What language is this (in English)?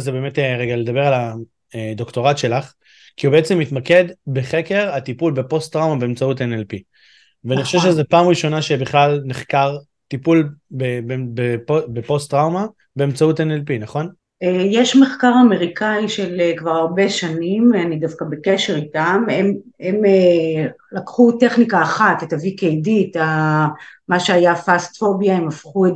Hebrew